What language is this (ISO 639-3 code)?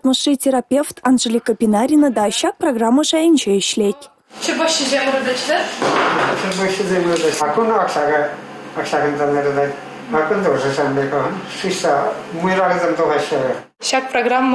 chv